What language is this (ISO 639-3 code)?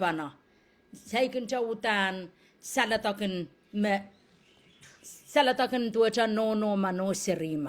pon